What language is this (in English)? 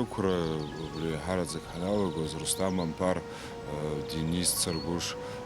Abkhazian